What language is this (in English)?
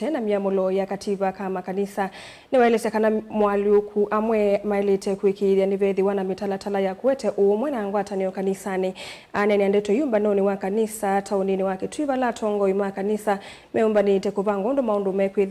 Kamba